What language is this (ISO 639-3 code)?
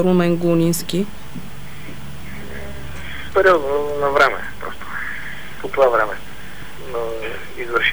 bul